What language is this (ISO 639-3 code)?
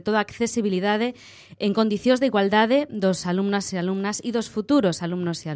glg